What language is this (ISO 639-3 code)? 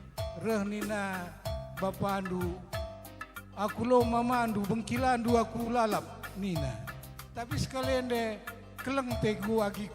btx